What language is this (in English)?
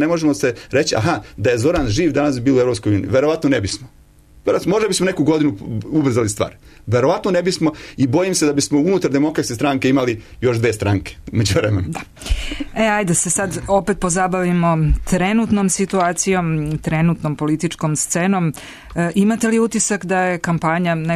Serbian